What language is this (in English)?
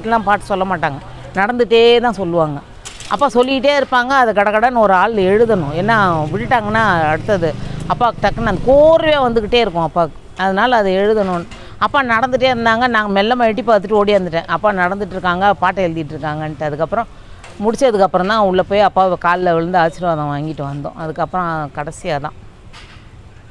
Tamil